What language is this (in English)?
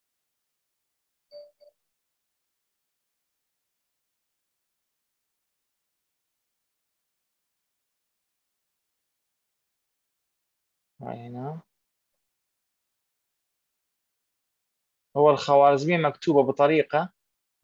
Arabic